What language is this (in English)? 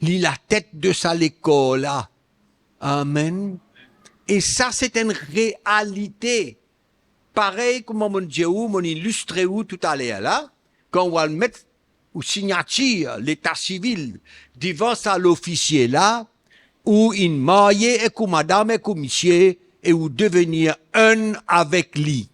Morisyen